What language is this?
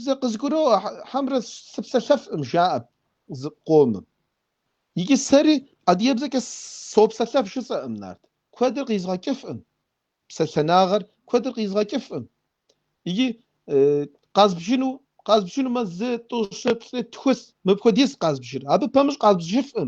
Kabardian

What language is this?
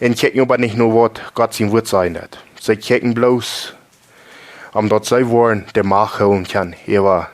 Plautdietsch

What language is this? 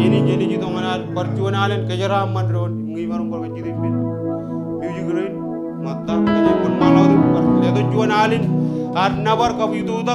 Marshallese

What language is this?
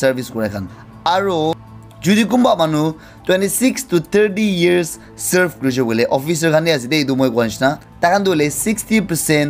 Naga Pidgin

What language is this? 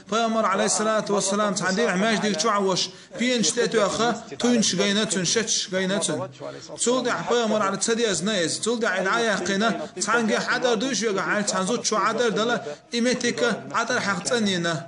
Chechen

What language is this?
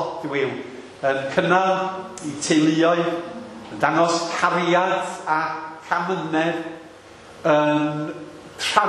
Welsh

